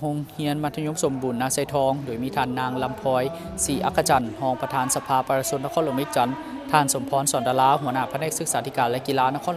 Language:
Lao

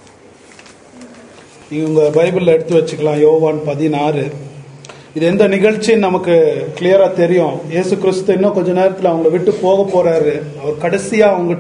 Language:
Tamil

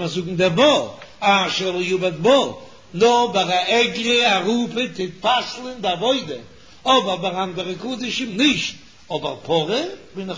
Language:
Yiddish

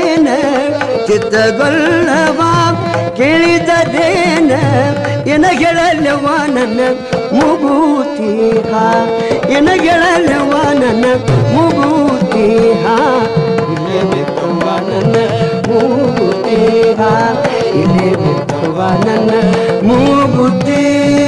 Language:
Kannada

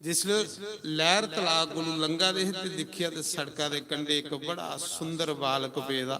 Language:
Dogri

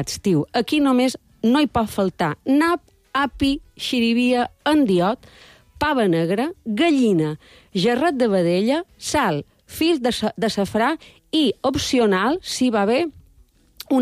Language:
Catalan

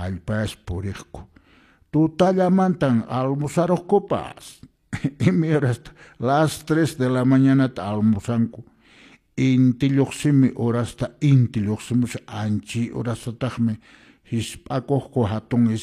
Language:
Quechua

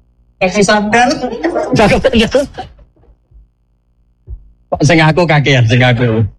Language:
Javanese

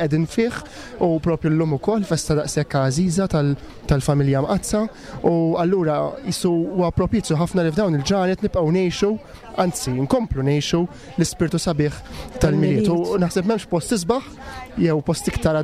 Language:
Maltese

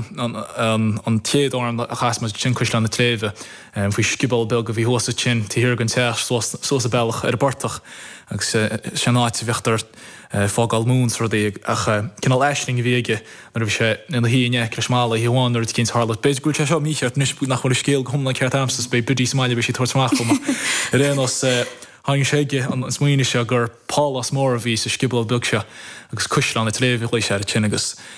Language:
Irish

